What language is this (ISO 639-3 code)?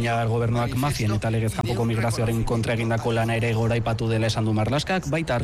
eus